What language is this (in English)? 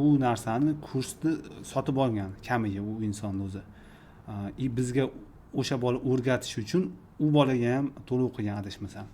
Uzbek